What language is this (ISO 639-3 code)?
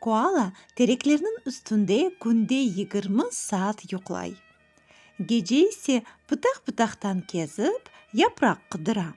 crh